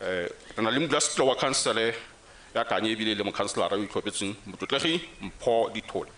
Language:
Tswana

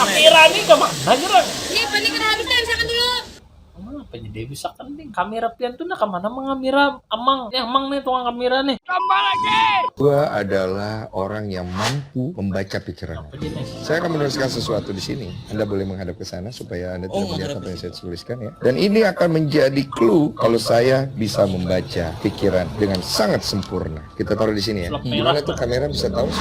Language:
Banjar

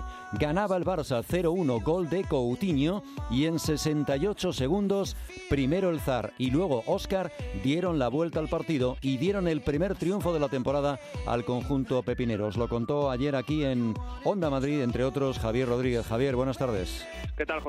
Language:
Spanish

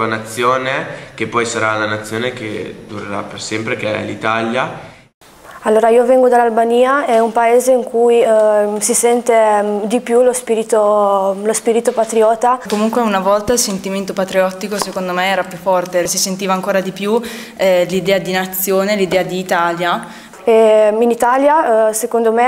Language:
Italian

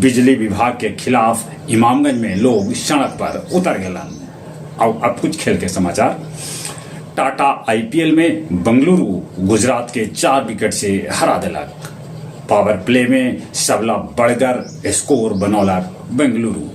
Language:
Magahi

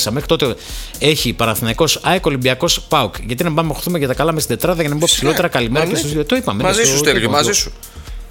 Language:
Greek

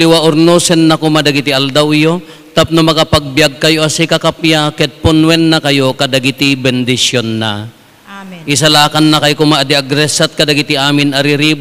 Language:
Iloko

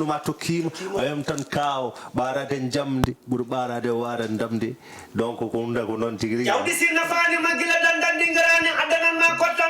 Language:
Fula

